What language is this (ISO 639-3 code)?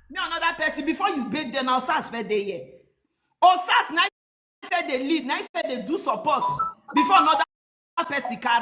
pcm